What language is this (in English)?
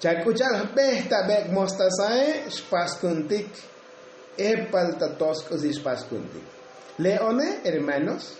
Tzotzil